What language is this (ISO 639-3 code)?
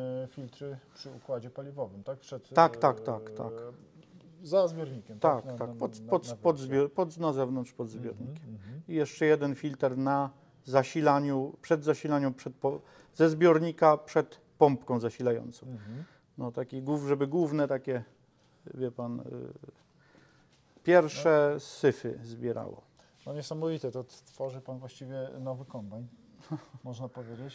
pol